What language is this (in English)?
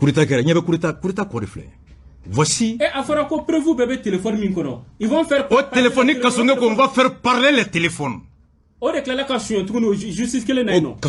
Bambara